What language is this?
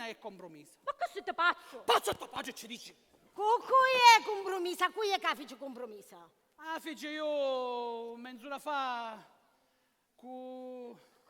Sicilian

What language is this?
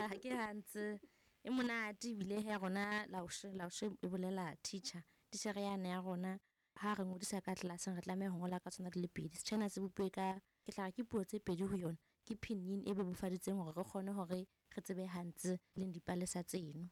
Southern Sotho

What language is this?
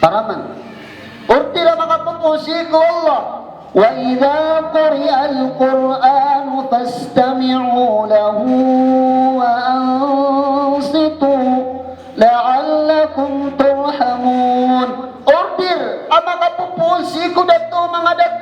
Maranao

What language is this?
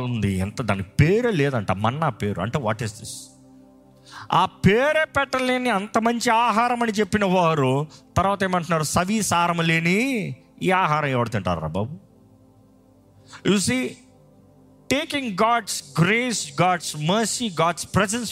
Telugu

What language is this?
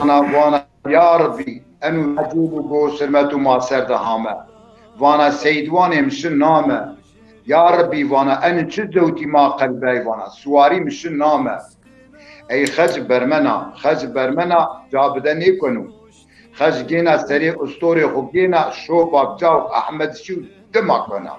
Zaza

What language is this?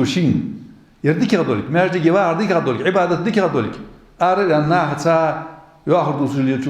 Ingush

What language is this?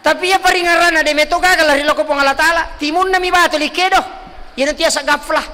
Buginese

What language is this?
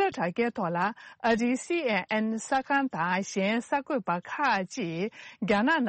Tibetan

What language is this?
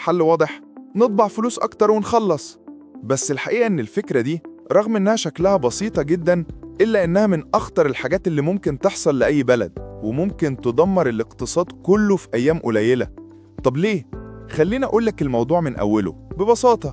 Egyptian Arabic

